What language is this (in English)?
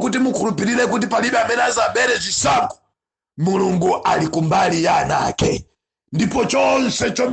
Nyanja